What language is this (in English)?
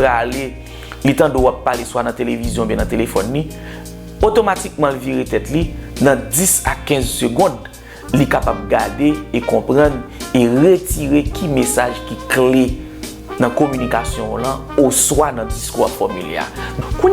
Haitian Creole